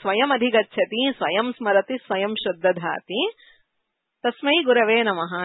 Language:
Sanskrit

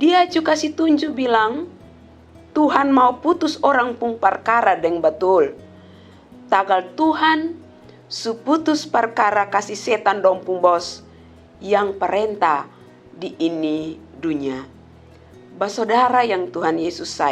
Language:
Kupang Malay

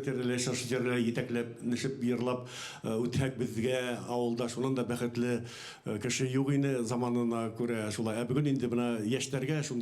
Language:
Bashkir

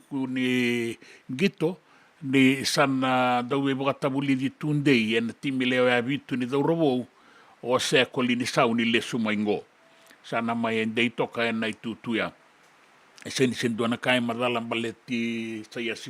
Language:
Fijian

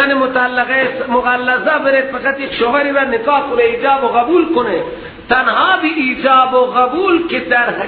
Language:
Persian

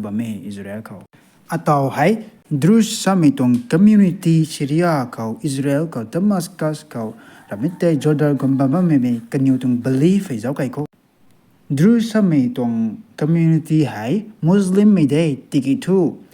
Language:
Rongmei Naga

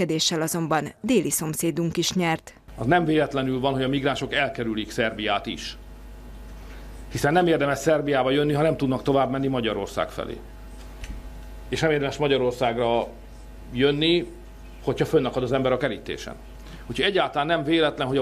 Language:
Hungarian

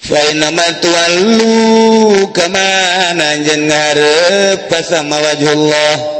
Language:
Sundanese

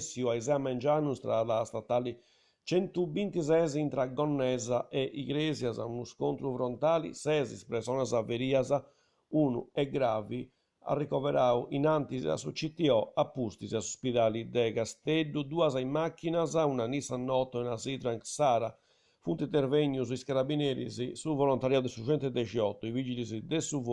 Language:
Sardinian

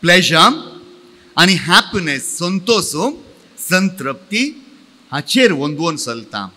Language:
Konkani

